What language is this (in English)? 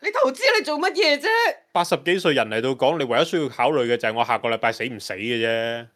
Cantonese